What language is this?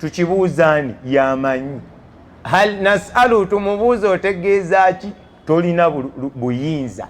Ganda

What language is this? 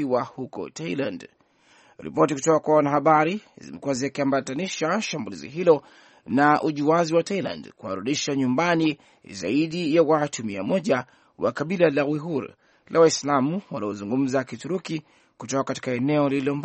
Swahili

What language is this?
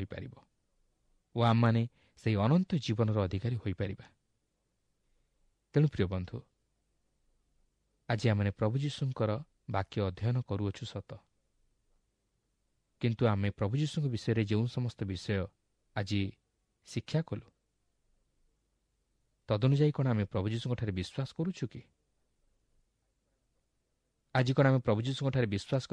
Odia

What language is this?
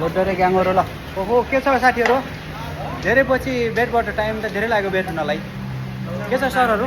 Nepali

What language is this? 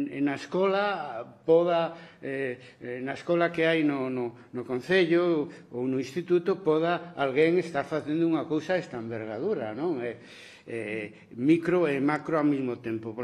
Galician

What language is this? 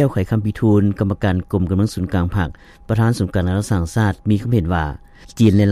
Lao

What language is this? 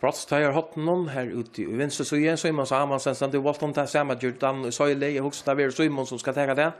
Faroese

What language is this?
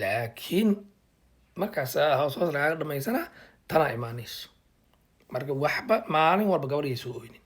Somali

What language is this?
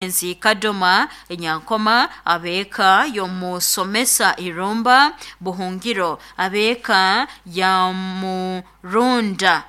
Nyoro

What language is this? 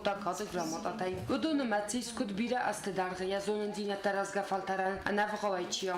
Ossetic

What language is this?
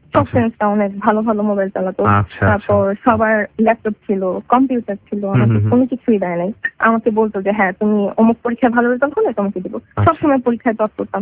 Bangla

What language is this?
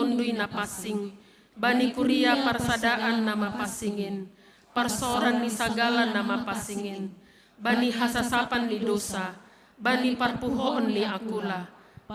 Batak Simalungun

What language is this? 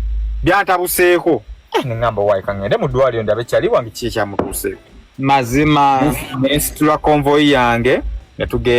Ganda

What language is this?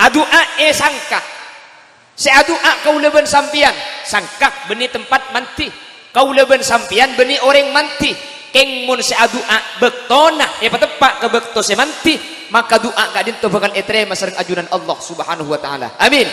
Madurese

